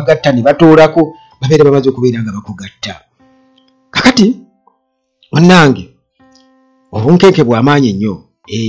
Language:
Ganda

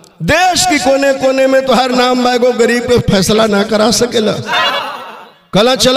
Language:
Bhojpuri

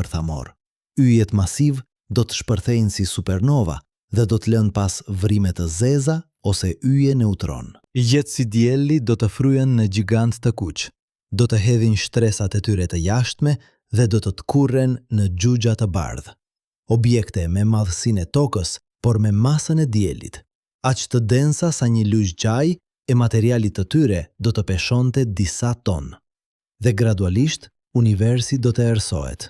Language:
Albanian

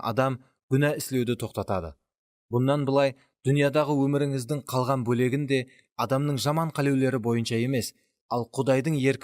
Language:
Kara-Kalpak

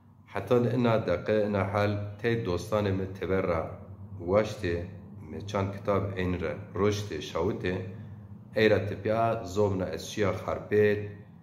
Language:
Zaza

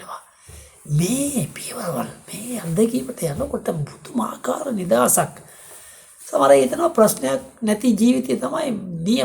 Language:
Sinhala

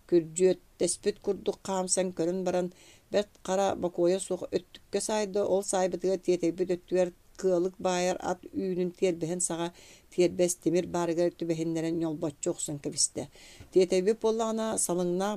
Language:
Yakut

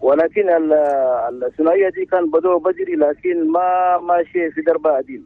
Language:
Chadian Arabic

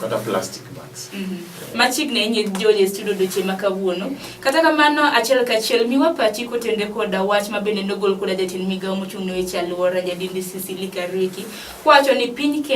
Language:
Luo (Kenya and Tanzania)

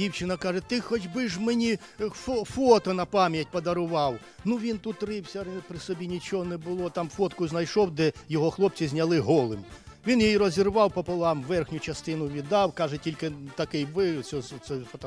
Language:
Ukrainian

